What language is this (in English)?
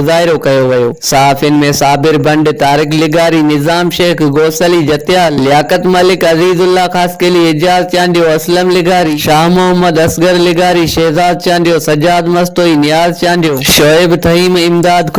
Sindhi